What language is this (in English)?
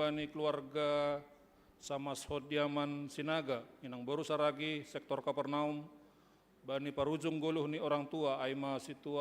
Batak Simalungun